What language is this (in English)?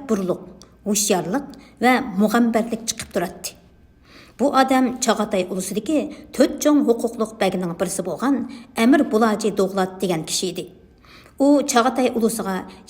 Uyghur